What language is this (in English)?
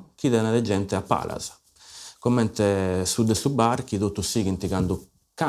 Sardinian